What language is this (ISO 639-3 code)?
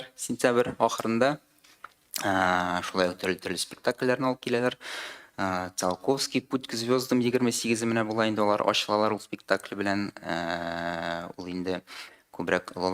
tat